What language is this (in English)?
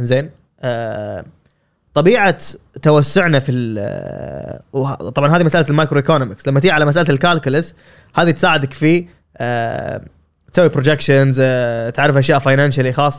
Gulf Arabic